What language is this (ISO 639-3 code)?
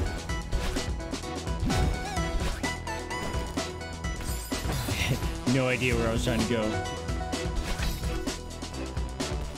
eng